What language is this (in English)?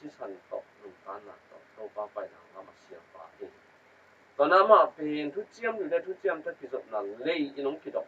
Tedim Chin